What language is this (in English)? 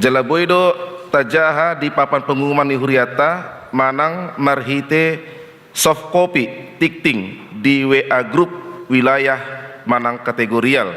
Batak Toba